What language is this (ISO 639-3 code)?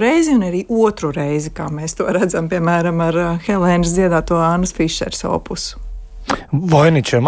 lav